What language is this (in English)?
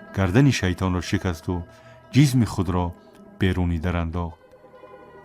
Tajik